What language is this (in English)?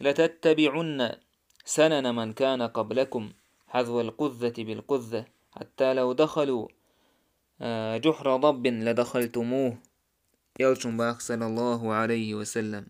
Chechen